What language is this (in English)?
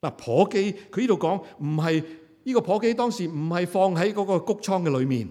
Cantonese